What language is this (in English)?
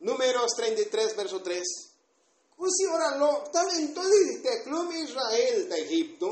Tzotzil